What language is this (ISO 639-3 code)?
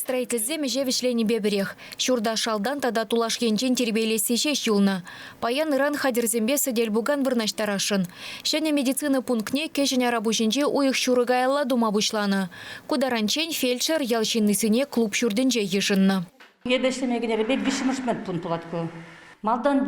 chv